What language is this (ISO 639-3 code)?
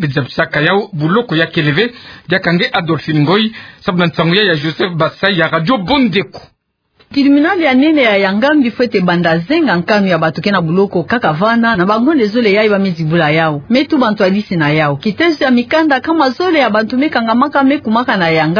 ktu